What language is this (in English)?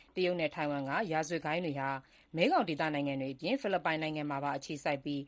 Burmese